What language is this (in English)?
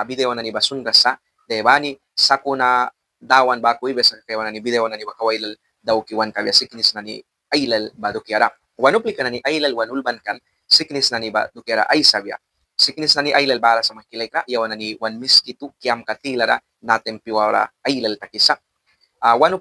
Mískito